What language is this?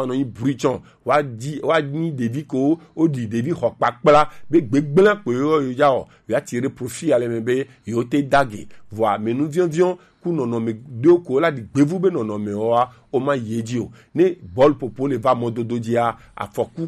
Gen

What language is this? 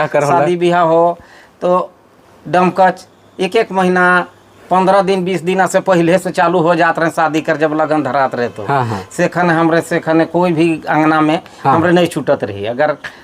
Sadri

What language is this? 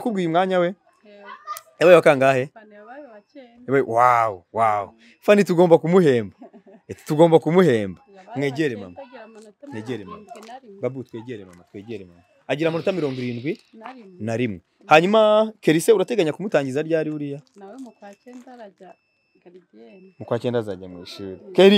Kinyarwanda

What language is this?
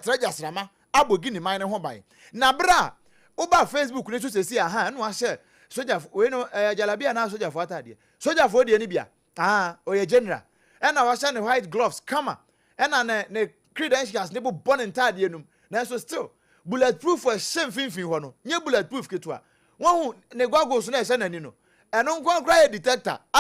Akan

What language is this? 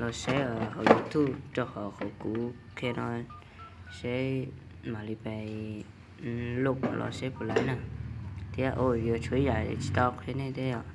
Hmong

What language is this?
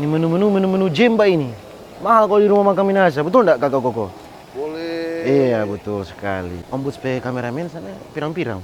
Manado Malay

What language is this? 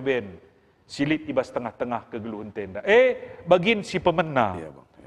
Batak Karo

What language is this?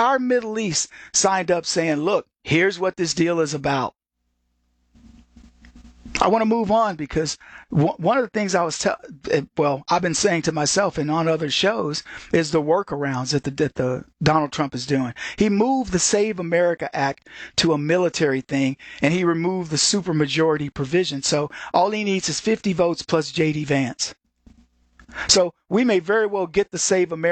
English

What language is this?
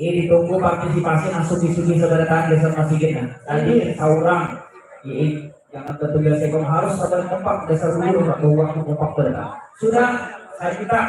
Banjar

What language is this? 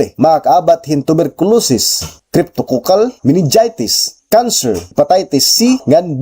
Waray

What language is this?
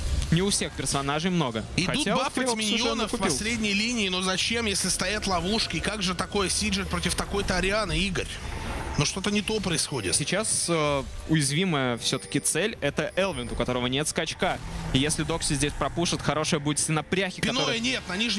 Russian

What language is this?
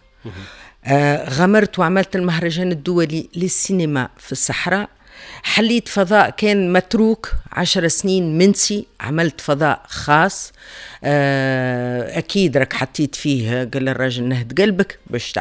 Tunisian Arabic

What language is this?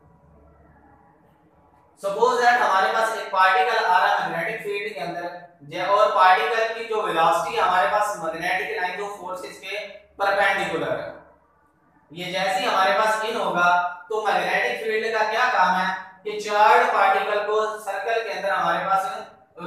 Hindi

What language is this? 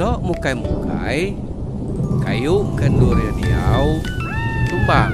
Iban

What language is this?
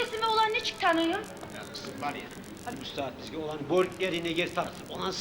Kumyk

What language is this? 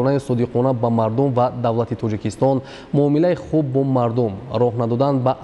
Tajik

